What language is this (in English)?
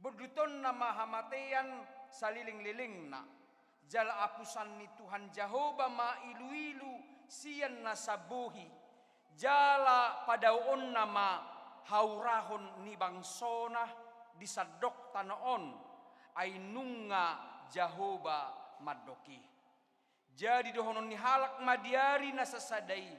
Batak Toba